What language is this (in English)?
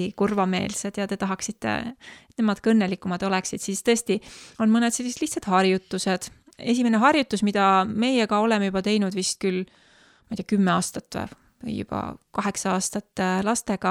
Estonian